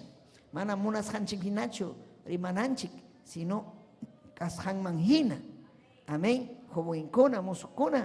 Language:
Ayacucho Quechua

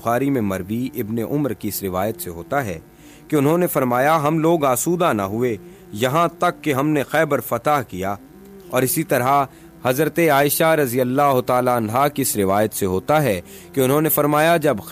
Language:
Urdu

